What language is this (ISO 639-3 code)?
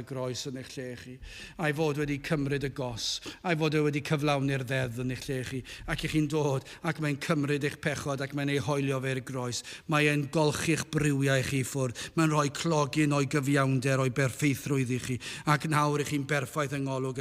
cym